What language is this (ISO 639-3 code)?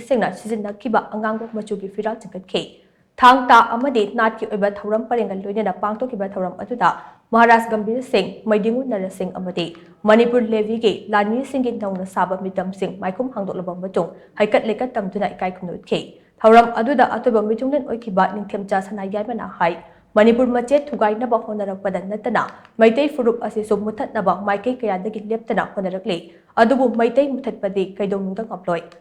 mni